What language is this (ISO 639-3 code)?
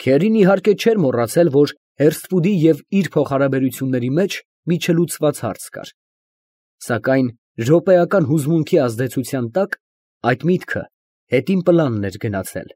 hye